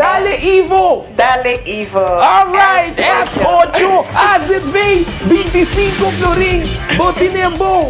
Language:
Papiamento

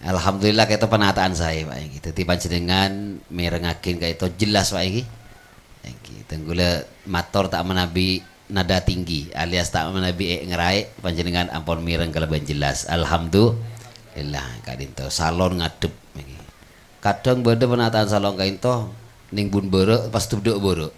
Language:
Madurese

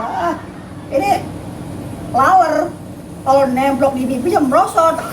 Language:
Betawi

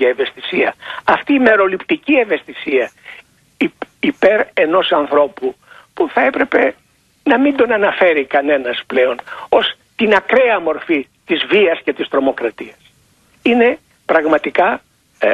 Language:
Greek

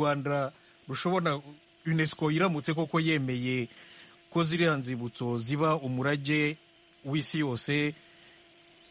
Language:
Kinyarwanda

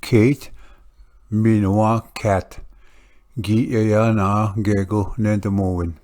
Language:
Ojibwa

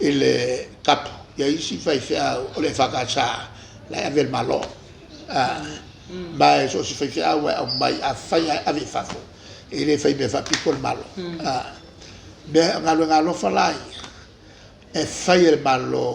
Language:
Samoan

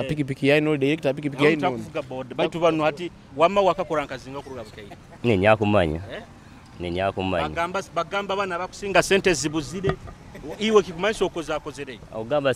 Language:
Nyoro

